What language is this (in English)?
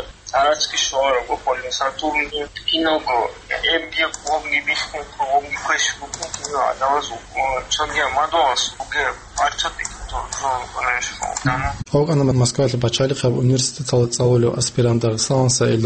Avaric